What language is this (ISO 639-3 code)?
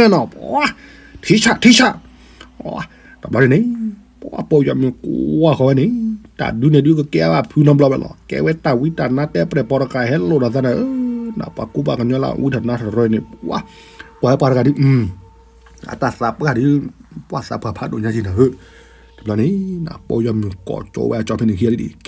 ksw